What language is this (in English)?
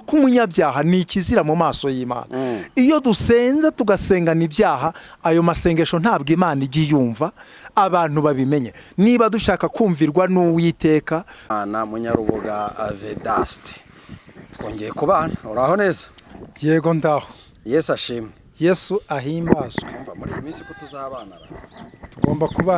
Kinyarwanda